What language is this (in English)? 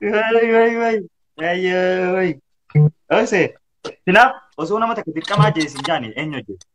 Oromo